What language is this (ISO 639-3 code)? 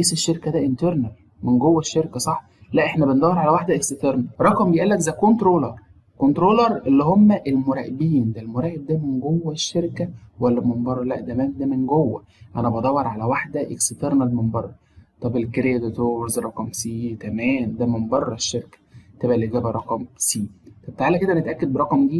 arz